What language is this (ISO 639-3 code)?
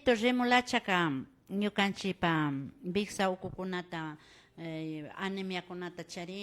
qvi